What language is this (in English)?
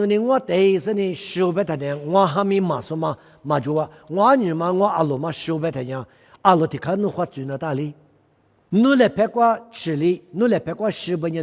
Lisu